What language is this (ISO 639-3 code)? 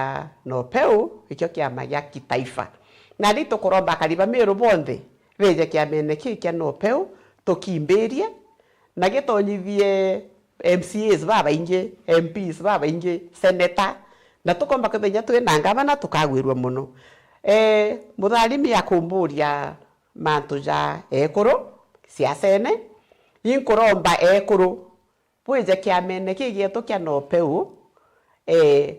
mer